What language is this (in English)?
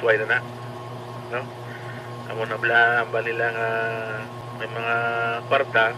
Hiligaynon